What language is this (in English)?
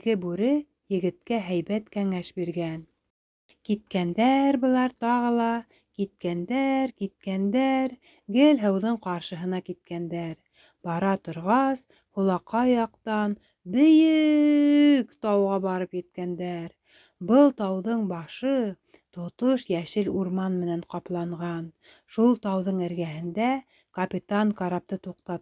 Bashkir